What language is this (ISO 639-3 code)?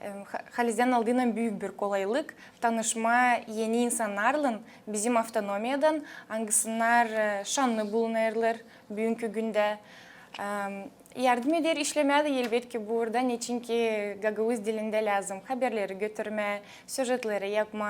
gag